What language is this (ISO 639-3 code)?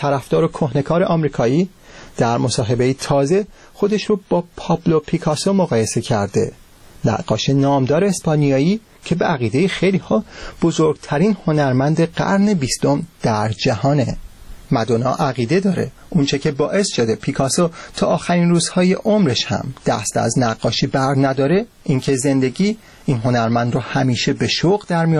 fas